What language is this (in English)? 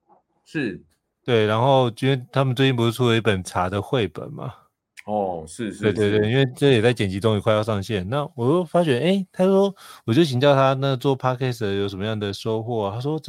Chinese